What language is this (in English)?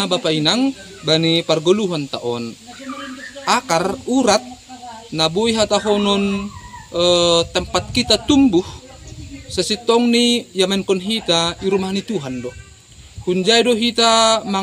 Batak Simalungun